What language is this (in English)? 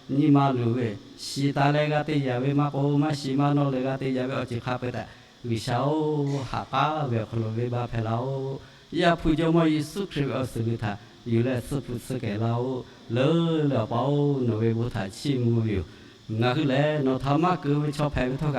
Lahu